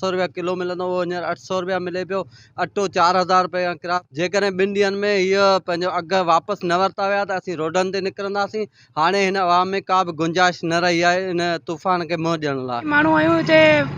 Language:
Sindhi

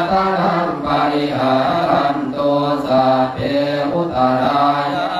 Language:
Pali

